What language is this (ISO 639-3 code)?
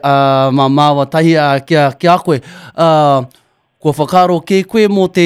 mri